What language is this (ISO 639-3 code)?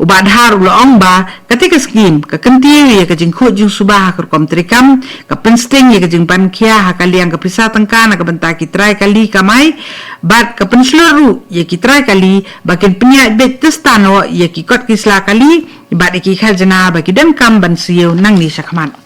kha